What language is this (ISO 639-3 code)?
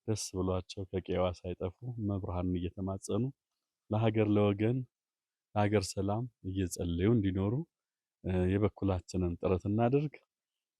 amh